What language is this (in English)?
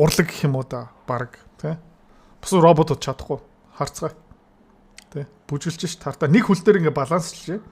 Mongolian